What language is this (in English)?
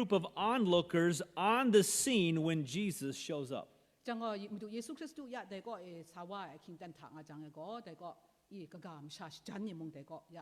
Kachin